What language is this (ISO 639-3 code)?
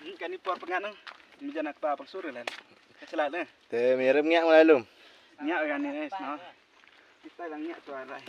kha